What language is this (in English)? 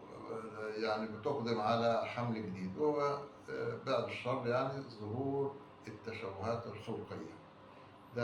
Egyptian Arabic